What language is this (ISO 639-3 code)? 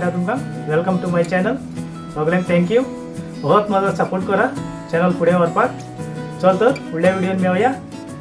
kok